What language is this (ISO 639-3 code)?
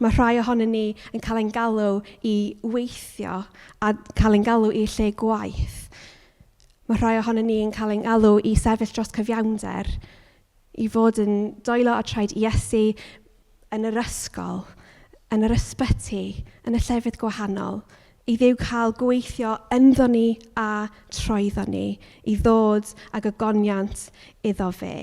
cym